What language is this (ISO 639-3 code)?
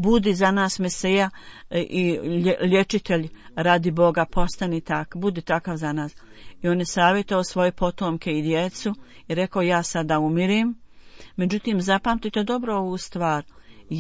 bos